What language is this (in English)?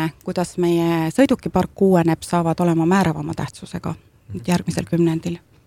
Estonian